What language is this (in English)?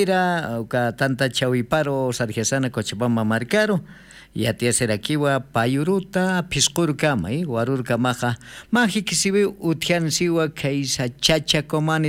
Aymara